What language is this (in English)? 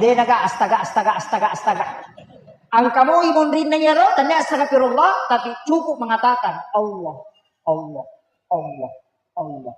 Buginese